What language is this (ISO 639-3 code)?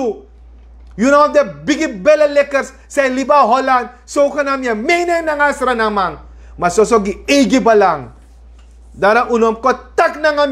srn